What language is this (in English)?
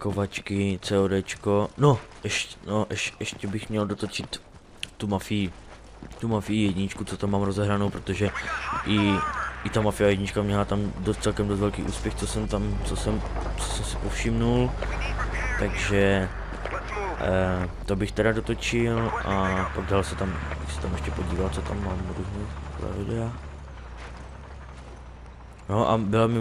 Czech